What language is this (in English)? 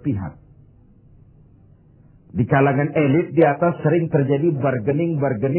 Indonesian